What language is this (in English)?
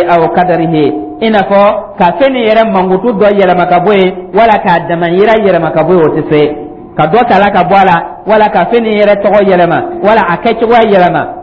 Dyula